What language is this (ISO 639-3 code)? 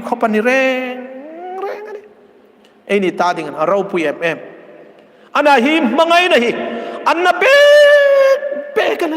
hmr